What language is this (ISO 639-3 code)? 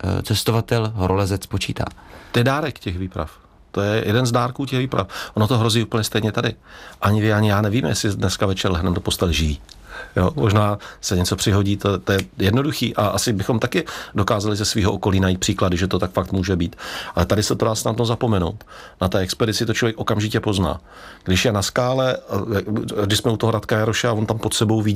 ces